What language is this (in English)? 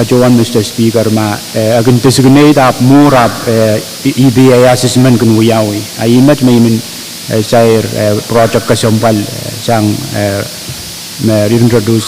Pohnpeian